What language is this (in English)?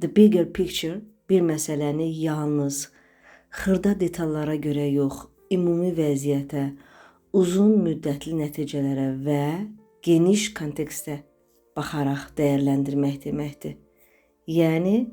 Azerbaijani